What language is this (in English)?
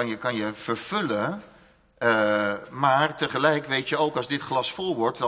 Dutch